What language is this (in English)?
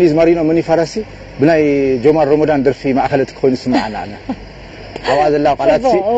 Tigrinya